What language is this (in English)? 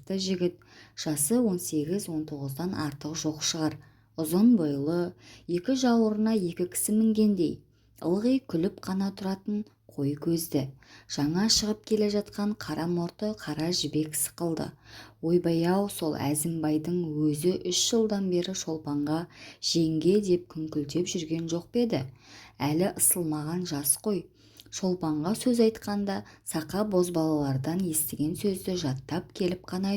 Kazakh